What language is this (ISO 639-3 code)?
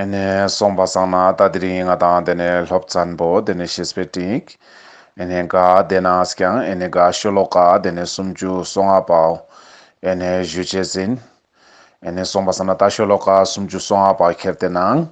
lbj